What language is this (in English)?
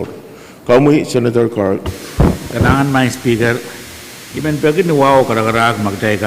Pohnpeian